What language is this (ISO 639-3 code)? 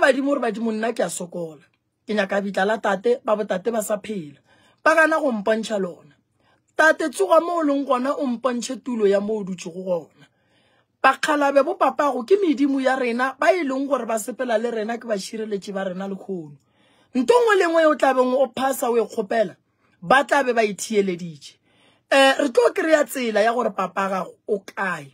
nso